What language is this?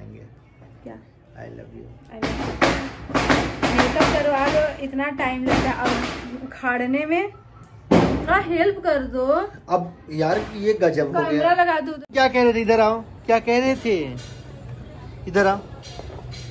Hindi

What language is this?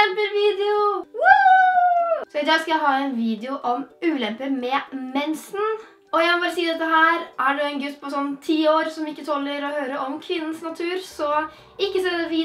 Norwegian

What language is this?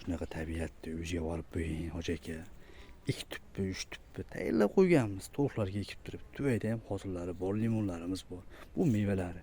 Uzbek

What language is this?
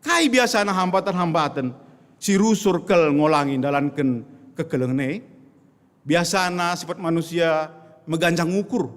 Batak Karo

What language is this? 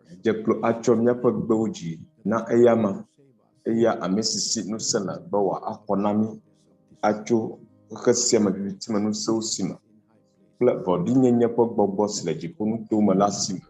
Ewe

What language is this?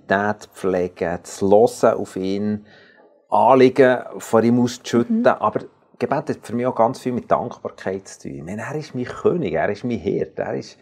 Swiss German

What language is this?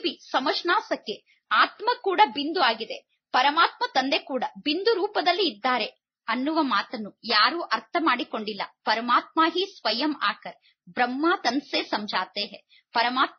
Kannada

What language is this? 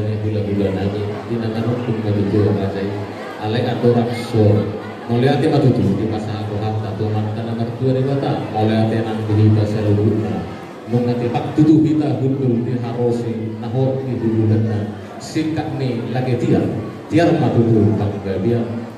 Batak Toba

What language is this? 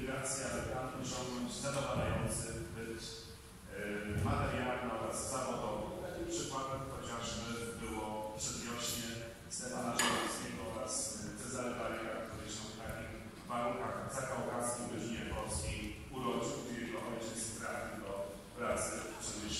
Polish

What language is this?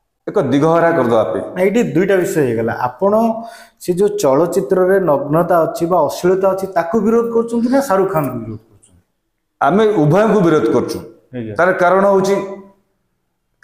Odia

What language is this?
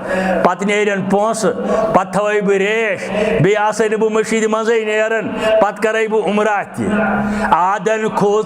Kashmiri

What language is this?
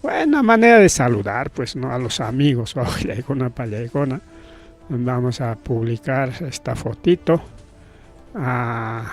Ayacucho Quechua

